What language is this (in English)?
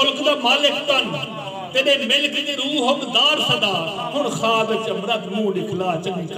Saraiki